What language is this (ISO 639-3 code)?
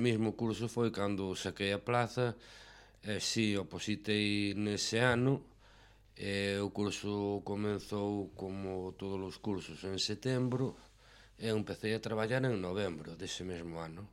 glg